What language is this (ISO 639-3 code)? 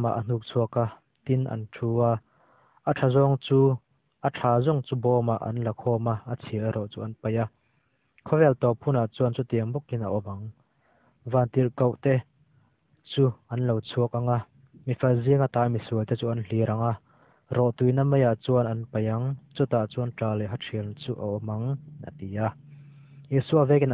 lus